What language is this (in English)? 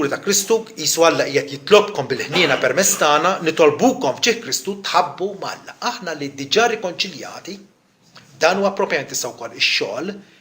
Maltese